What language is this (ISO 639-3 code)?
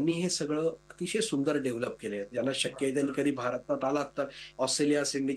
mar